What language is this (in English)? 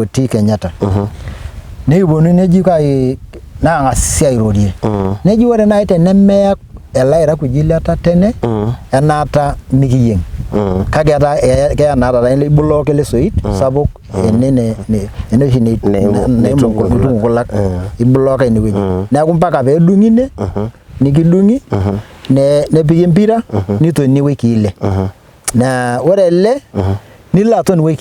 Masai